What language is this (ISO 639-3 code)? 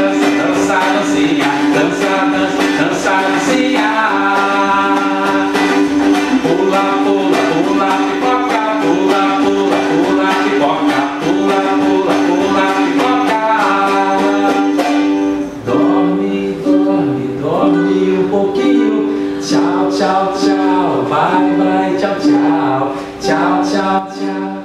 por